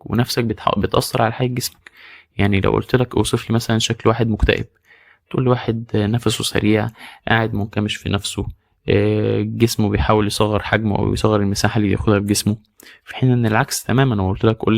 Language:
Egyptian Arabic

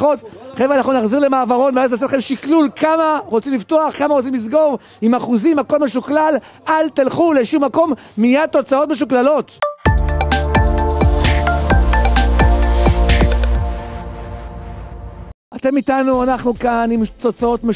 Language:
Hebrew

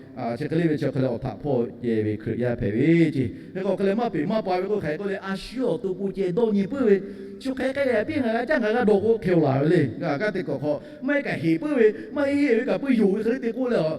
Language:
Lahu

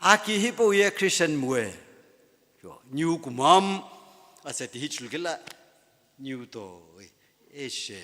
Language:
Sumi Naga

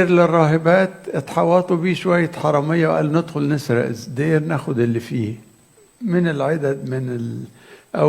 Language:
Egyptian Arabic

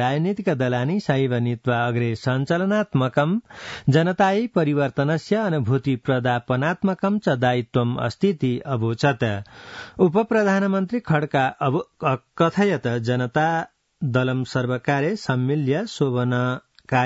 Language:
Sanskrit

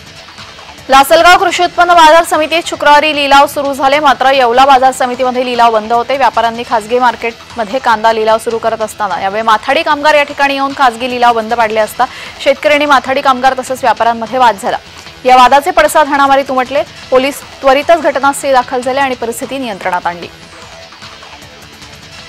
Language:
Marathi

